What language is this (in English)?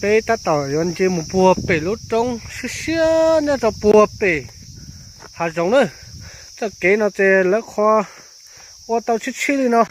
Hmong